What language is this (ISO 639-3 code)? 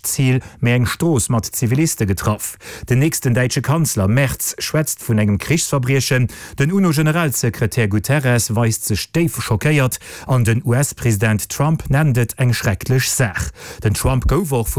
ltz